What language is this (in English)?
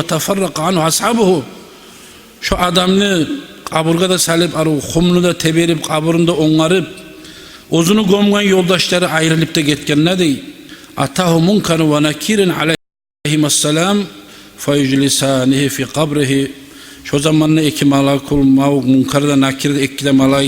Kumyk